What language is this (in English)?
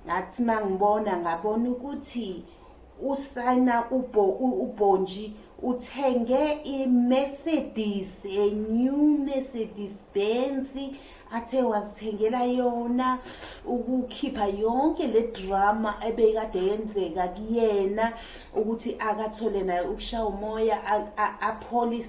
Zulu